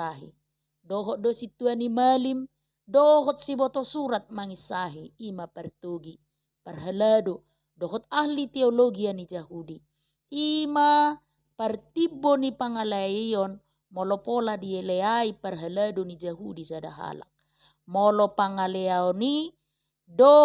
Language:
Batak Toba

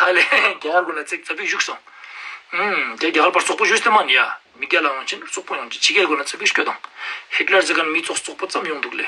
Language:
Ladakhi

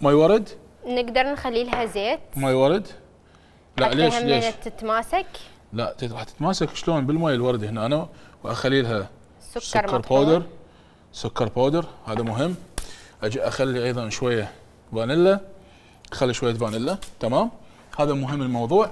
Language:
Mesopotamian Arabic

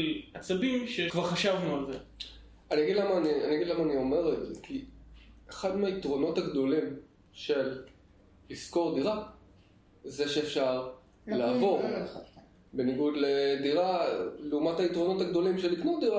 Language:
Hebrew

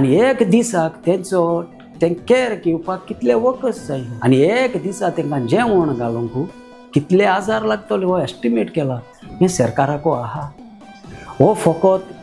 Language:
Konkani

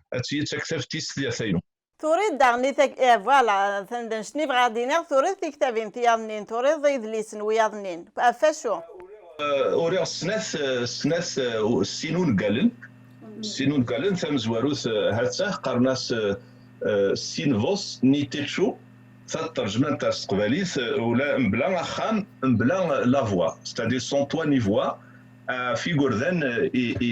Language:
Kabyle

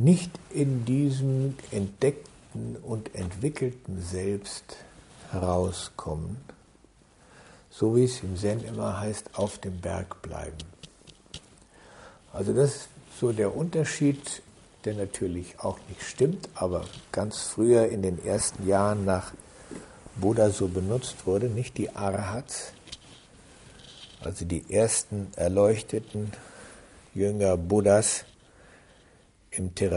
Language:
German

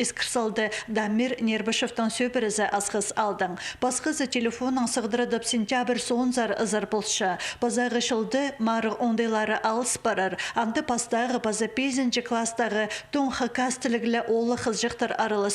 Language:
Khakas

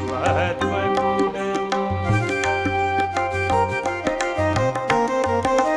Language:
Telugu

